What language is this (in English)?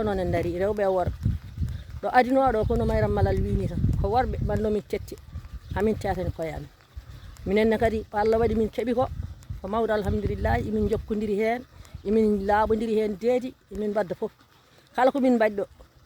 Fula